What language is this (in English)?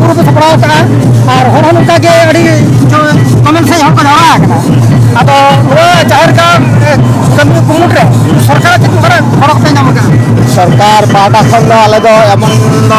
Santali